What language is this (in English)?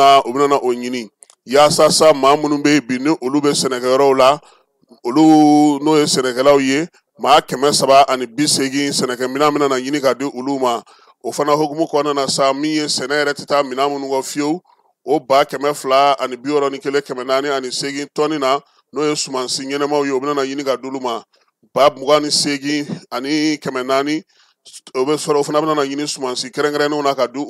Bambara